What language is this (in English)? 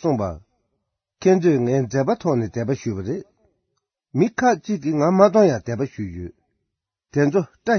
Tibetan